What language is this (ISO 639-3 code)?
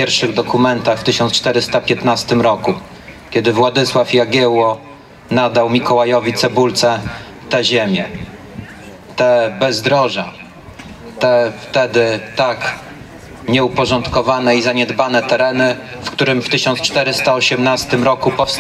pol